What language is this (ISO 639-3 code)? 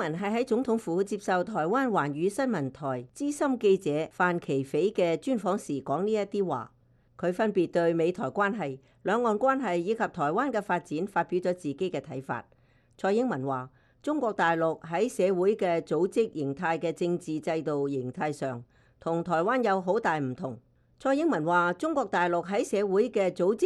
yue